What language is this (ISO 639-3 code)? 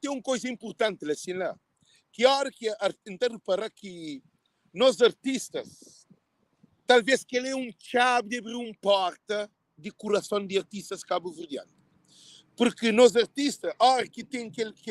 kea